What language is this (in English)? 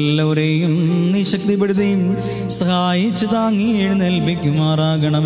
Malayalam